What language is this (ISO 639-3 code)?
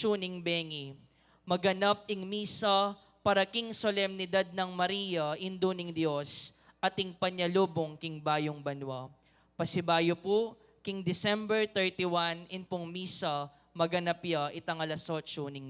pam